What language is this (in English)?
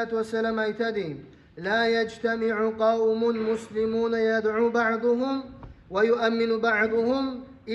Kumyk